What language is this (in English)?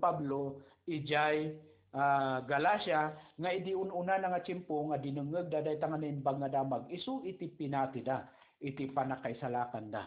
Iloko